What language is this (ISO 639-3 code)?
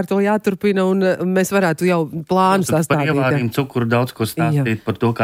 lav